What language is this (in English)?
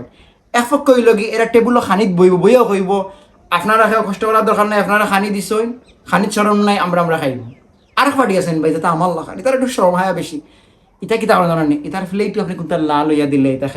Sylheti